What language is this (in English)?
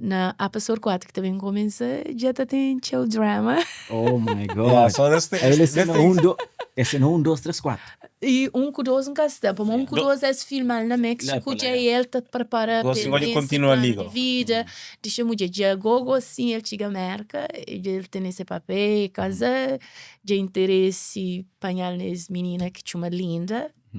Kabuverdianu